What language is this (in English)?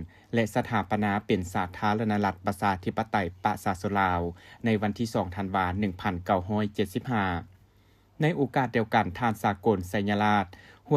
Lao